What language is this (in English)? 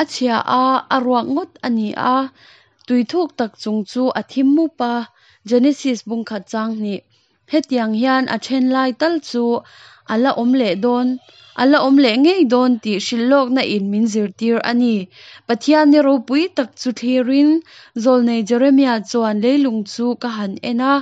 Hakha Chin